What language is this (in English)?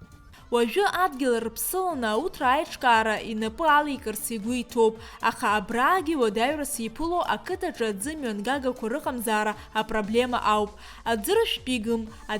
Abkhazian